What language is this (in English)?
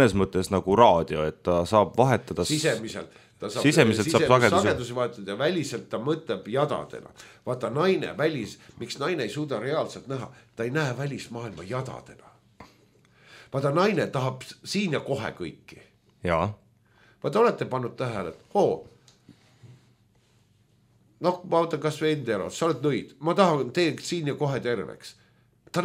Estonian